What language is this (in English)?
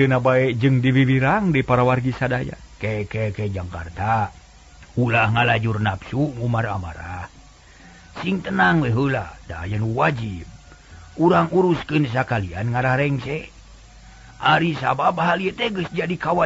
Sundanese